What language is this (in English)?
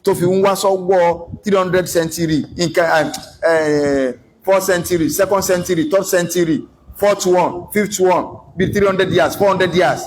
Yoruba